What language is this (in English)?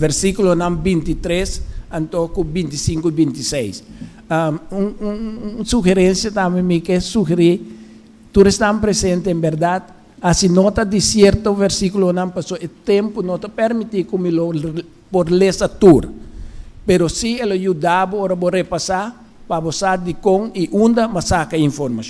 Papiamento